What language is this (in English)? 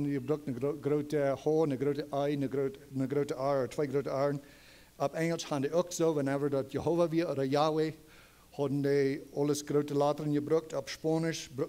Plautdietsch